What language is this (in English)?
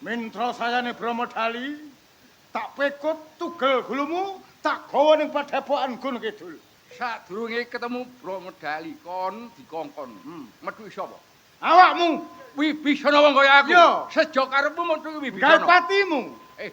Javanese